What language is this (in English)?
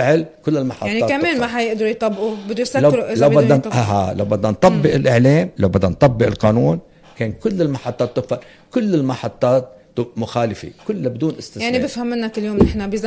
North Levantine Arabic